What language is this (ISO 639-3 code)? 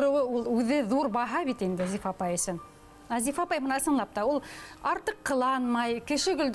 bak